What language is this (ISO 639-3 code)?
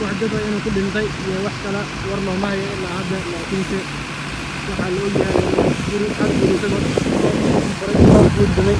som